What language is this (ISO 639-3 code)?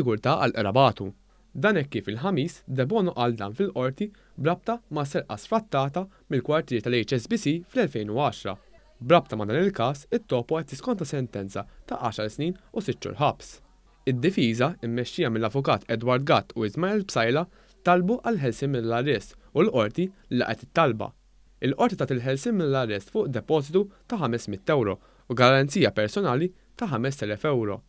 mlt